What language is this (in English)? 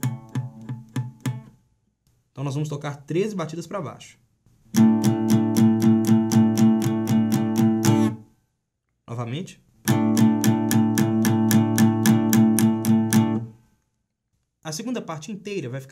Portuguese